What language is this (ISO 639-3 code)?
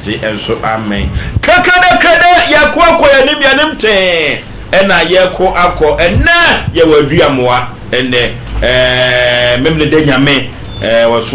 aka